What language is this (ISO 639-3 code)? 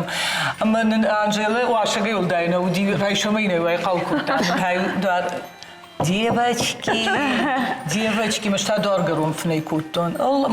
oss